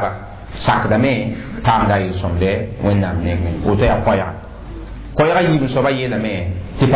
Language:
Mossi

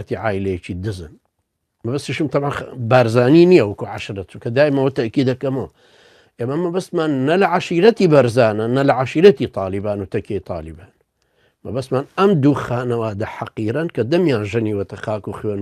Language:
Central Kurdish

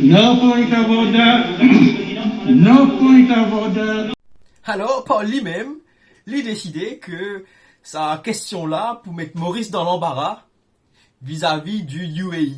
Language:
Morisyen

